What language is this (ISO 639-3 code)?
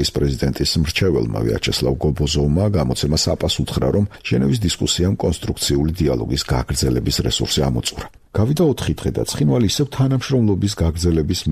kat